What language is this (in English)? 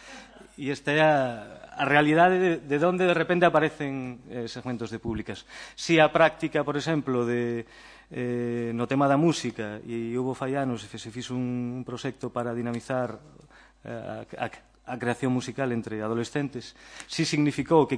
Galician